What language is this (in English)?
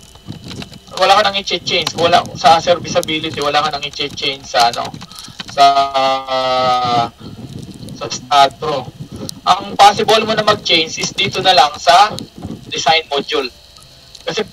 Filipino